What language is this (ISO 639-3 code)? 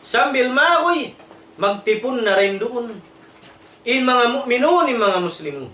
tsg